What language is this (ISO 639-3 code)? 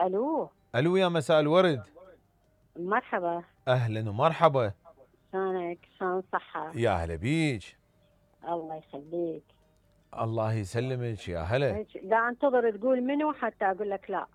acm